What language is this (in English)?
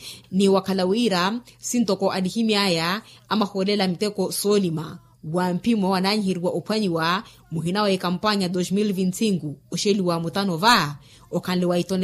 Makhuwa